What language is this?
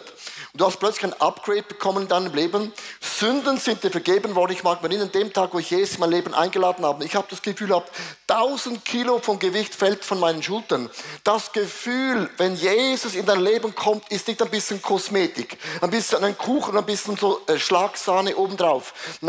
Swiss German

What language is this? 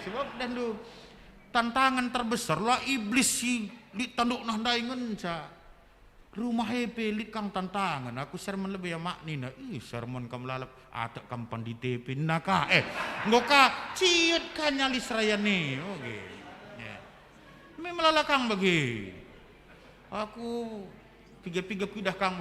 Batak Karo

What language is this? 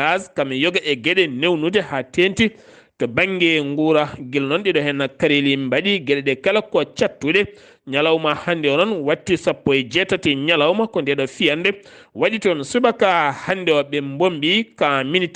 Fula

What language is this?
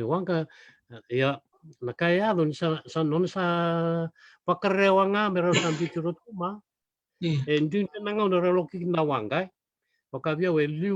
Fijian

